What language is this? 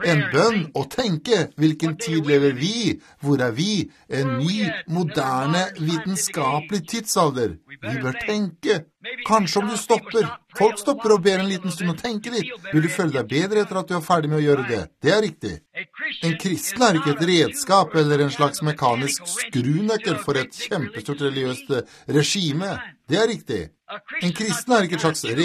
Norwegian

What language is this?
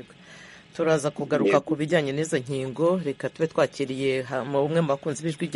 Kinyarwanda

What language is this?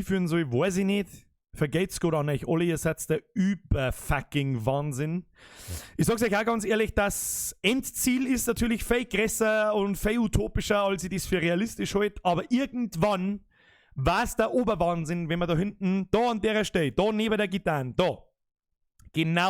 Bavarian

